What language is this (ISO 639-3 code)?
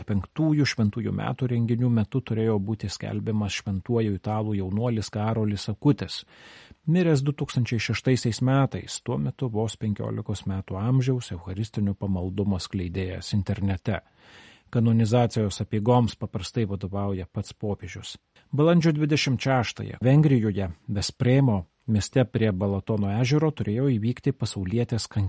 lit